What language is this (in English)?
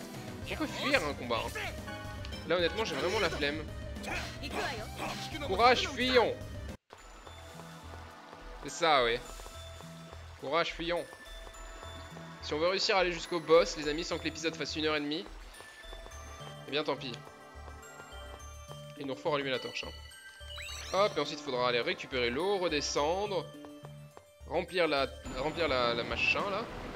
French